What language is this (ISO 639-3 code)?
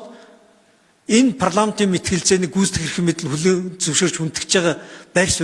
mon